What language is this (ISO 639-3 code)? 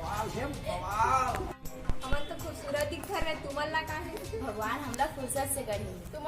hne